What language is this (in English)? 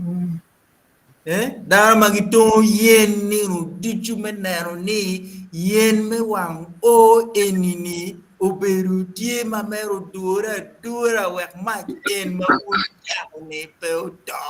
Acoli